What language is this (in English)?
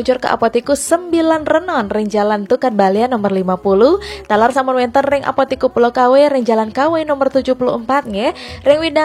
Balinese